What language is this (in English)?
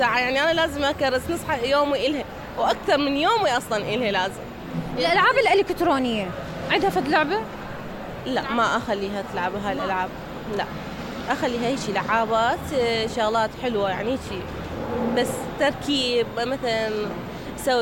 Mesopotamian Arabic